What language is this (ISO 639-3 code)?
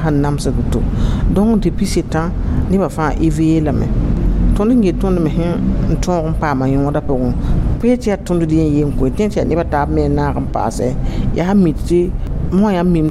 mos